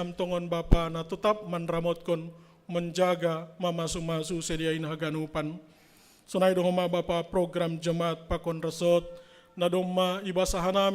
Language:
Batak Simalungun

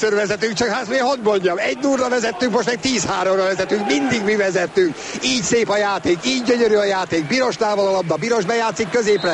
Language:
Hungarian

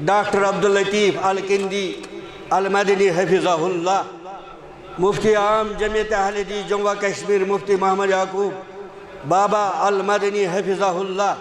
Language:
Kashmiri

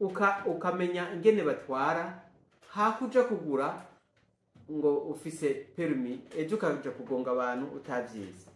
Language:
Rundi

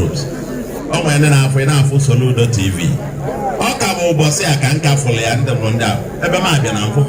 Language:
Igbo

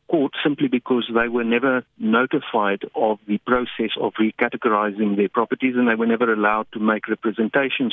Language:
English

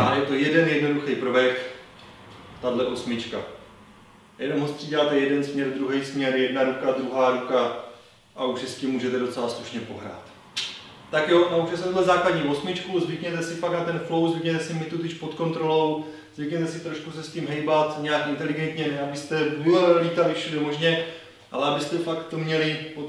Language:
Czech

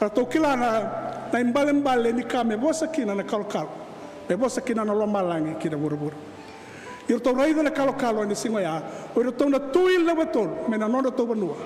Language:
Fijian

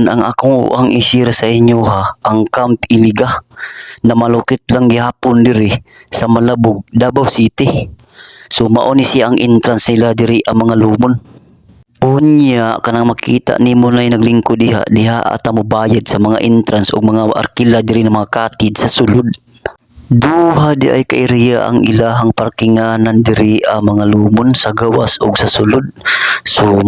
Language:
Cebuano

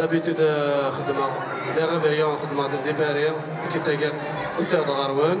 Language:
Kabyle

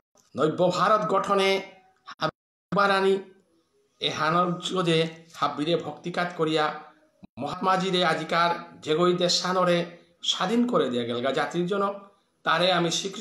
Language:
Bishnupriya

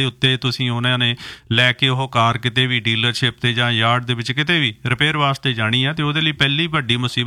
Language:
Punjabi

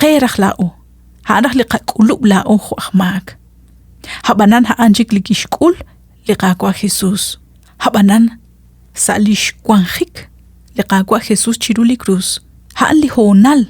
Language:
Kekchí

